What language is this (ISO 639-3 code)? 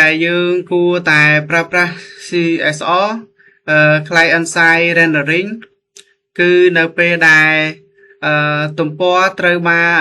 khm